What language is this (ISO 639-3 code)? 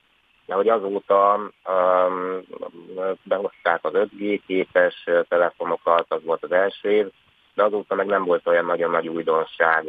hun